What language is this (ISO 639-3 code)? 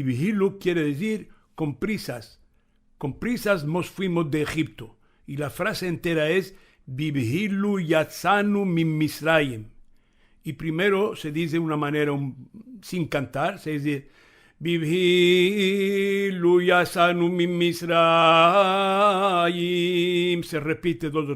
lad